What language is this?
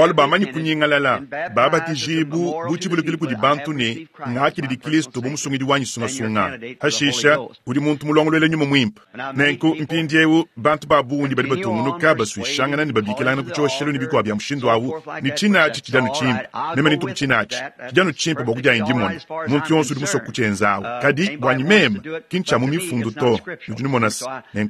Luba-Lulua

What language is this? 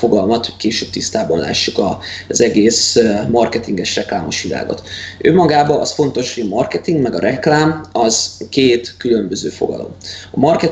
Hungarian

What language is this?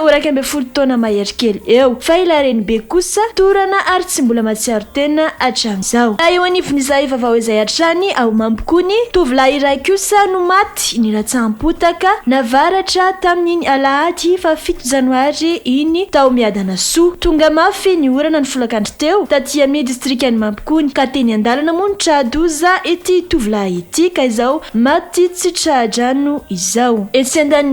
Malagasy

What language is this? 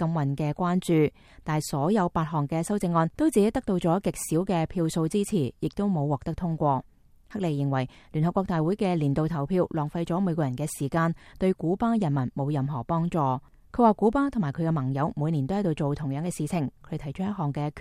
Cantonese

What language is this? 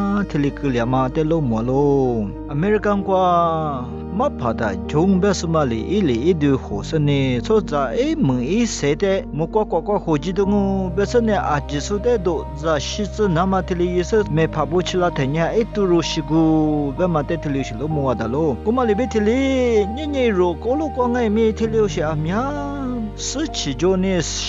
Lisu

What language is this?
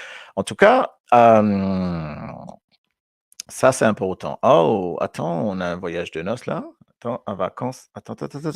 Morisyen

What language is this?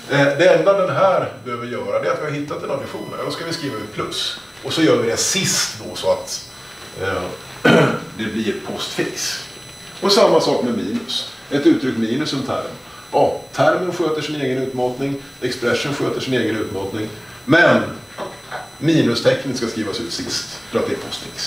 Swedish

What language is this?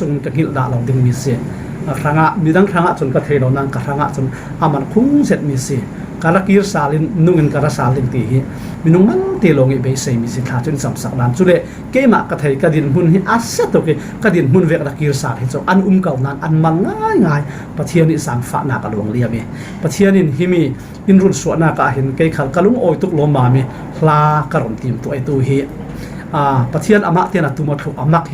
Falam Chin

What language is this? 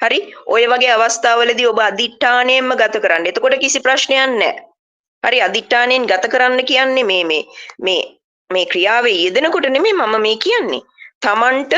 Sinhala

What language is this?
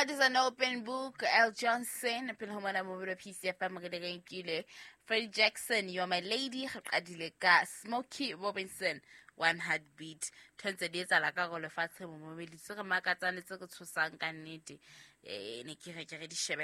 Southern Sotho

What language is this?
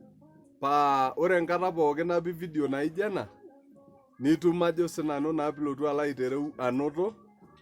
Masai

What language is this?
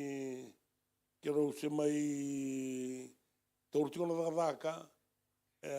Fijian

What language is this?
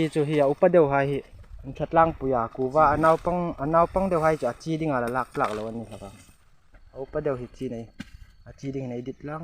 Hmar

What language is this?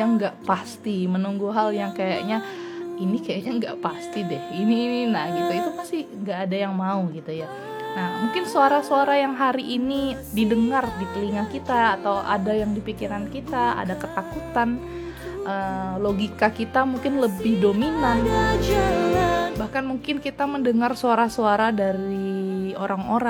Indonesian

